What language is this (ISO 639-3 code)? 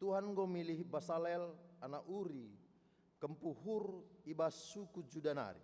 btx